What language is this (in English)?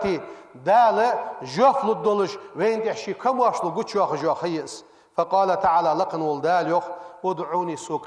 Ingush